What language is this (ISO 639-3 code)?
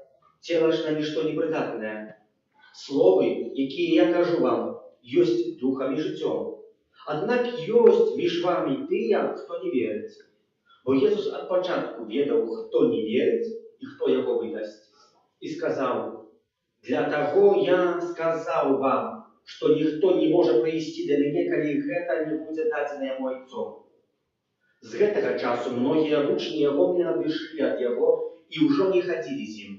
bel